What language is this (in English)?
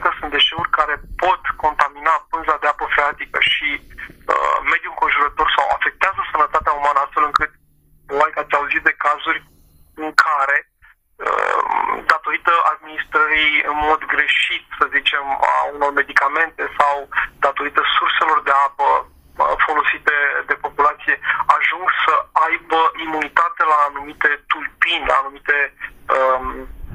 Romanian